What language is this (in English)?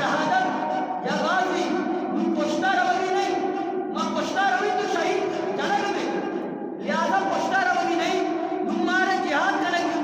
Eastern Balochi